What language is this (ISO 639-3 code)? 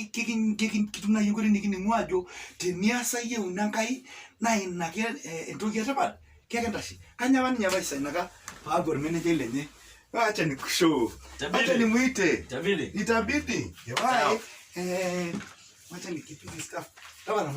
mas